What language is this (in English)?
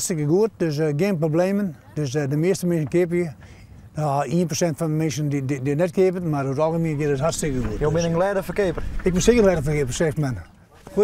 Western Frisian